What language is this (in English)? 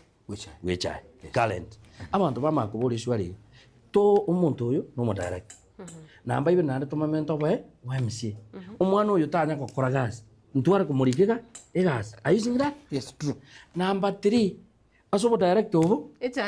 Gusii